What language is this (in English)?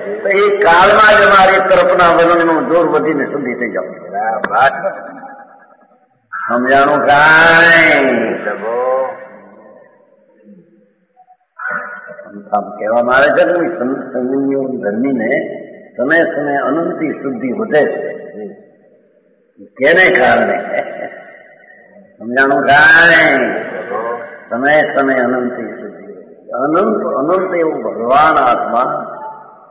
Gujarati